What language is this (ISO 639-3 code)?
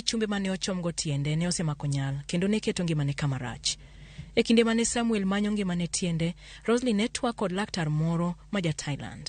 luo